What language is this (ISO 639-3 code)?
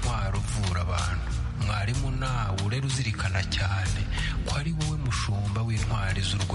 kin